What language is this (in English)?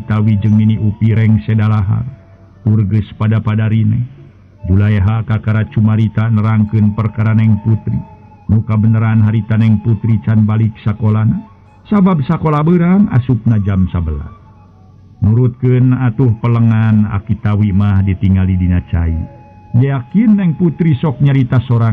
Sundanese